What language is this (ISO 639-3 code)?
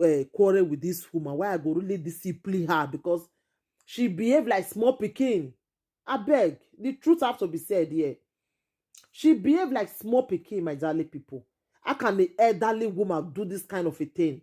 pcm